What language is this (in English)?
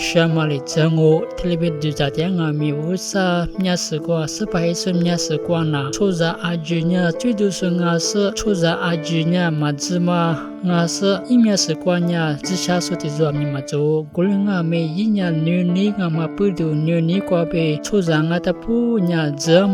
Lisu